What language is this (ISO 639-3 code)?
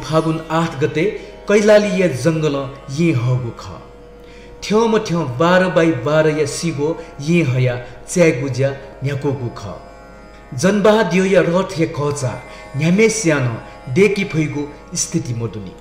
new